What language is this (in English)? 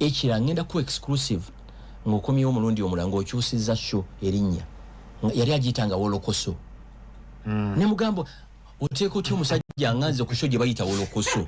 Ganda